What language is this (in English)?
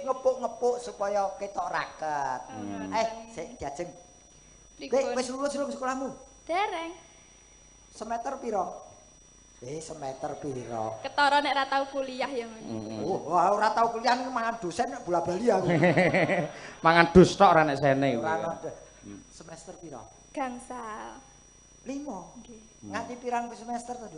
Javanese